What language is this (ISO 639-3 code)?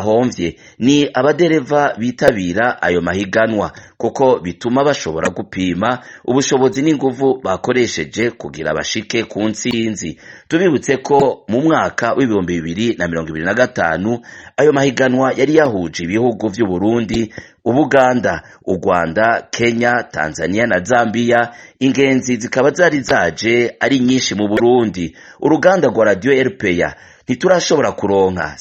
run